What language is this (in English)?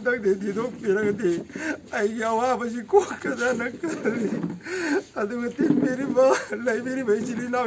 Manipuri